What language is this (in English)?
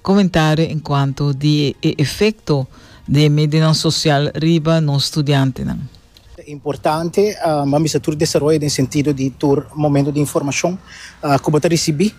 Papiamento